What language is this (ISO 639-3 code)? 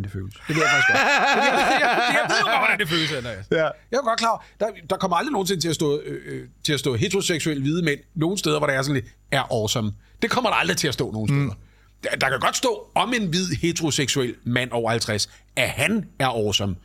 dan